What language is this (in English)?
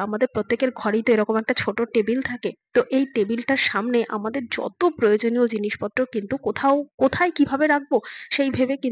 Bangla